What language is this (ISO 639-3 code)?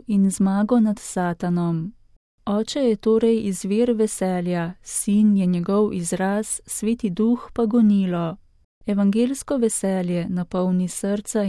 slv